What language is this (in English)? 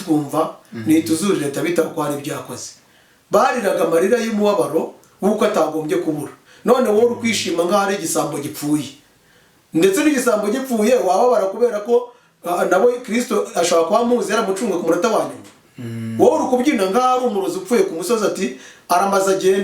Kinyarwanda